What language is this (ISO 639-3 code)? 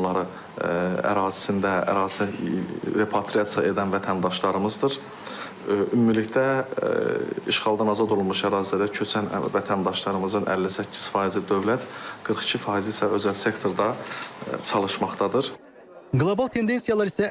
aze